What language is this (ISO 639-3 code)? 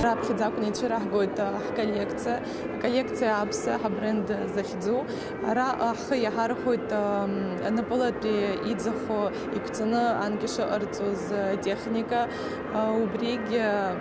abk